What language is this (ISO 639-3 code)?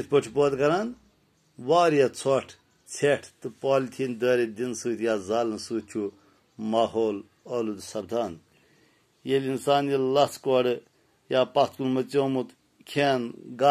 kas